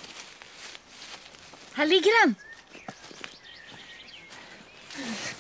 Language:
Swedish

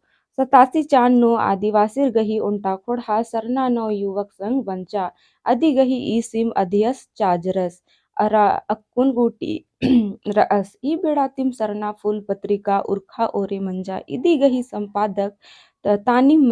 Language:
Kurukh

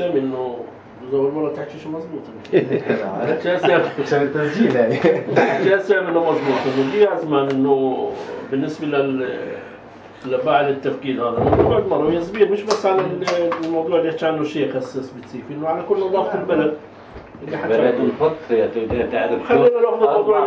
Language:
North Levantine Arabic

